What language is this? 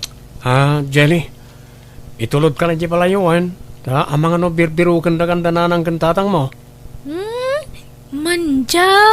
Iloko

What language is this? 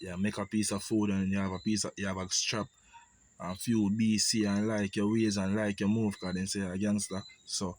Jamaican Creole English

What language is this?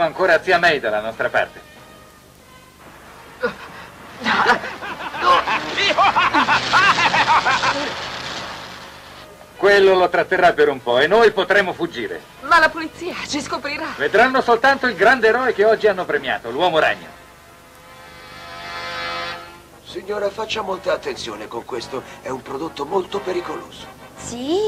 Italian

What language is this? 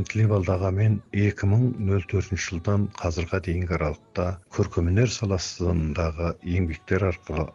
Kazakh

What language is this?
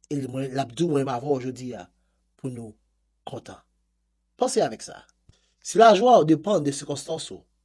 Haitian Creole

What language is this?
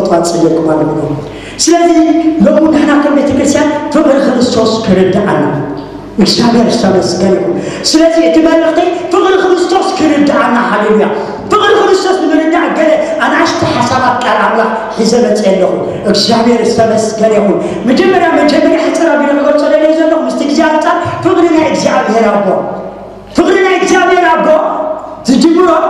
Tigrinya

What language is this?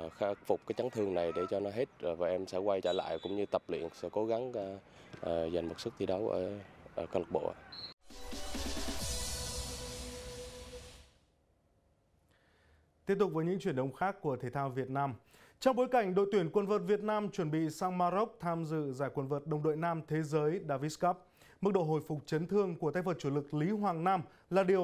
Vietnamese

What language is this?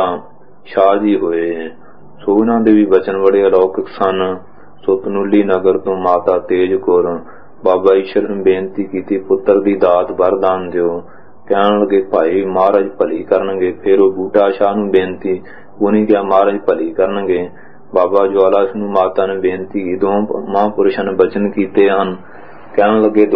Punjabi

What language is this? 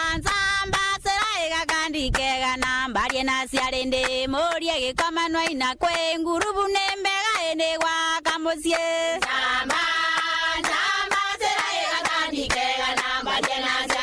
Meru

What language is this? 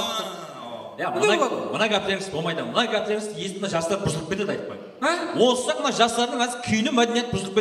Kara-Kalpak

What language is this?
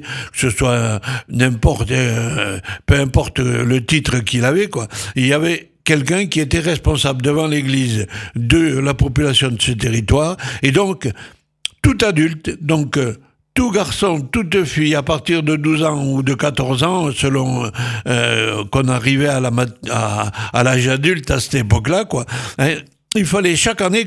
French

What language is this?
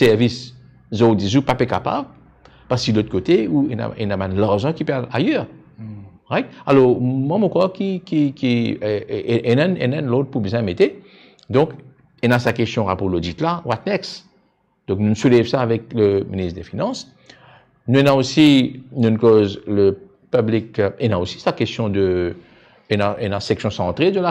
Morisyen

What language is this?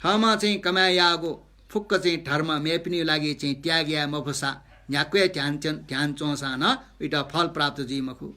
Newari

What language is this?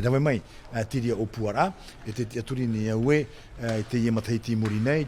Tahitian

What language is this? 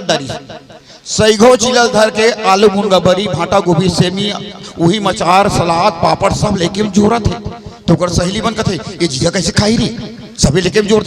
Chhattisgarhi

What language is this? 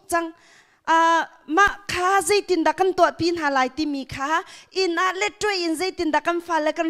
Hakha Chin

